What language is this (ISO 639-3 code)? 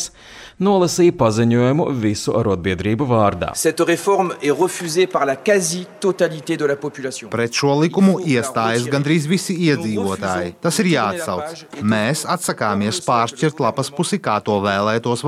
lav